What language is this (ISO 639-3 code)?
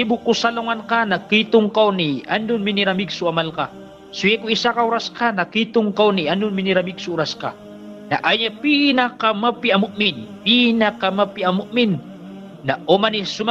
mrw